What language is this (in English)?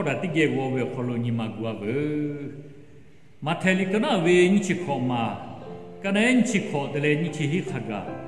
Lahu